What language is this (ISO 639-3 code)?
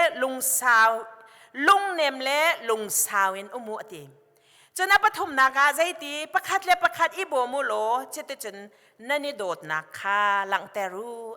cnh